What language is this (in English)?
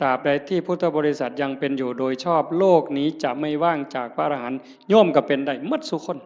Northeastern Thai